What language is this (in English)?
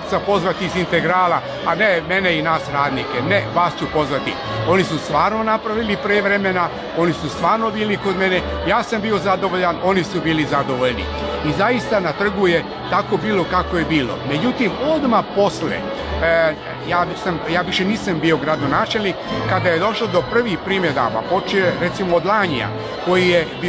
Serbian